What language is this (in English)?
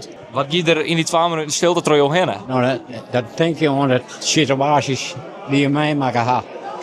Western Frisian